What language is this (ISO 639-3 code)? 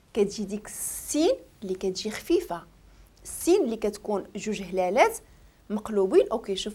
ary